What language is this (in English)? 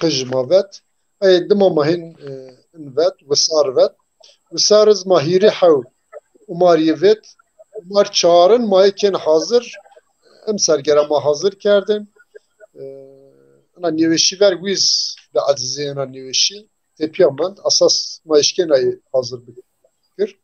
Zaza